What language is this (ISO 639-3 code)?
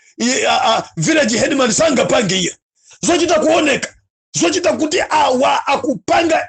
nya